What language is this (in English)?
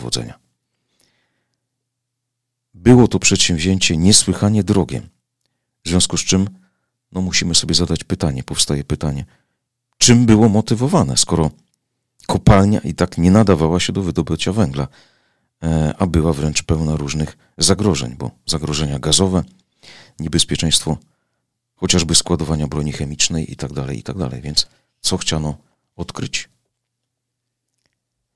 Polish